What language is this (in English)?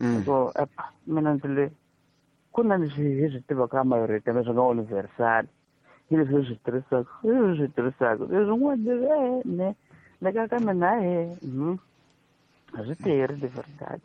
Tsonga